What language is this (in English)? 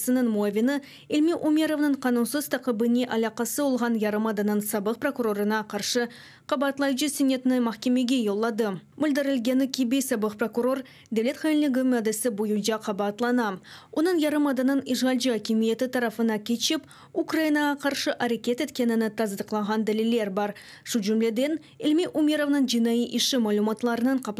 Crimean Tatar